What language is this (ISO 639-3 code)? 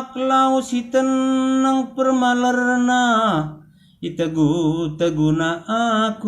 btx